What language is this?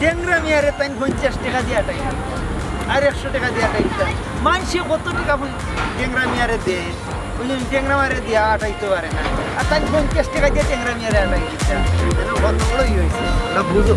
Sylheti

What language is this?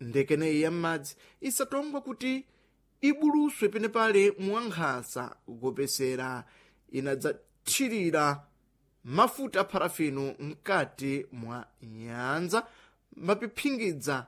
Sena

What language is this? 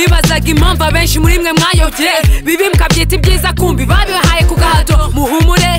Kinyarwanda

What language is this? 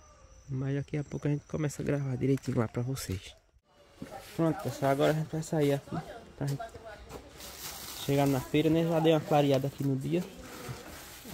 Portuguese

